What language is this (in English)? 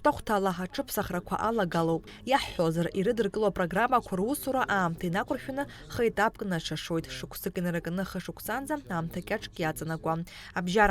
Abkhazian